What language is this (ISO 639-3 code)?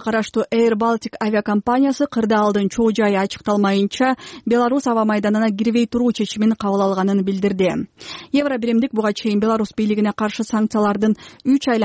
kir